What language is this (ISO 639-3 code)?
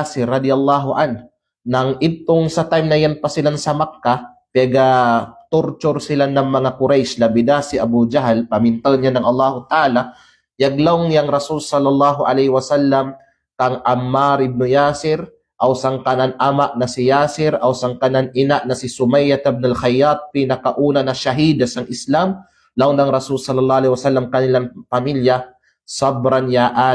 kqe